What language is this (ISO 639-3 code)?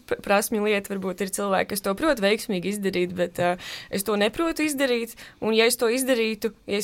lav